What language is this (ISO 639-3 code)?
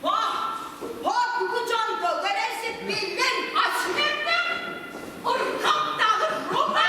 tyv